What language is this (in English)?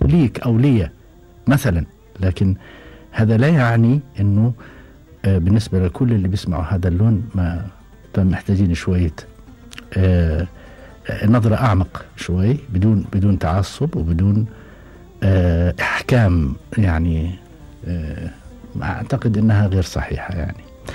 Gulf Arabic